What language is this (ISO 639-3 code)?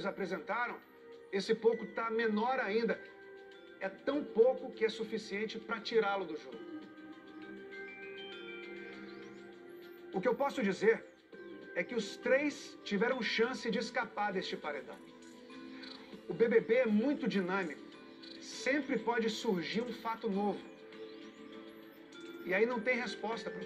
por